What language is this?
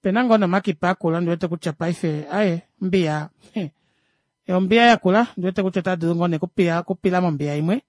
Kuanyama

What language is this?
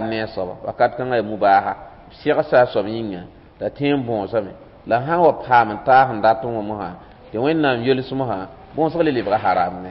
Mossi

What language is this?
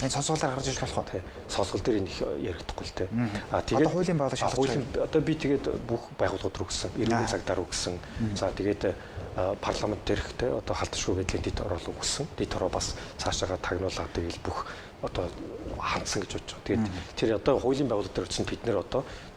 Mongolian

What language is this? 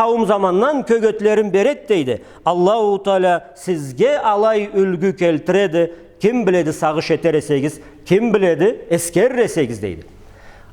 Karachay-Balkar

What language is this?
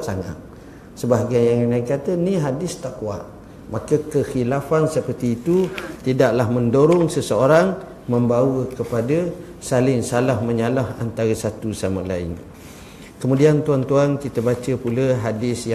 Malay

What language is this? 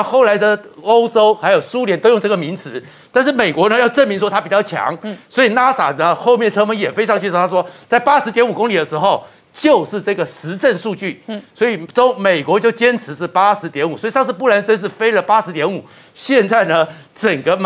Chinese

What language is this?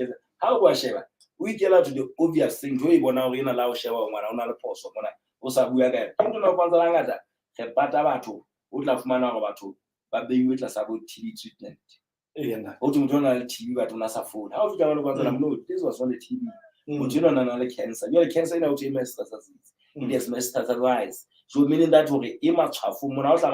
Southern Sotho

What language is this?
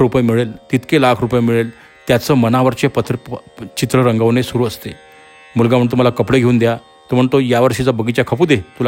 Marathi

